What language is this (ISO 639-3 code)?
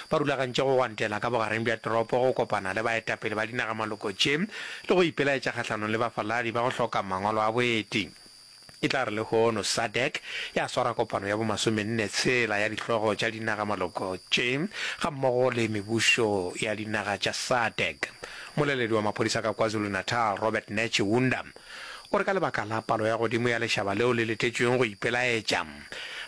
nso